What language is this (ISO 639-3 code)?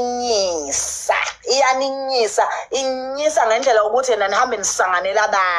zul